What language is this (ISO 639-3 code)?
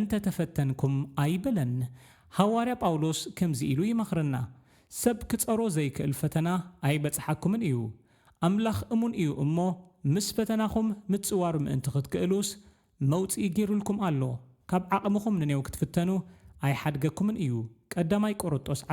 tir